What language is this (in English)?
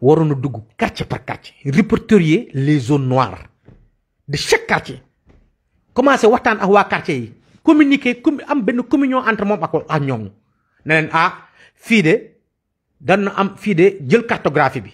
Wolof